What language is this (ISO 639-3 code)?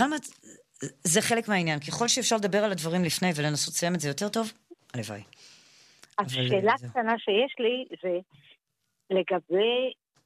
heb